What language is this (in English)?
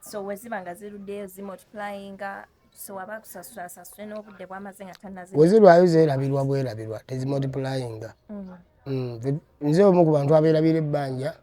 Ganda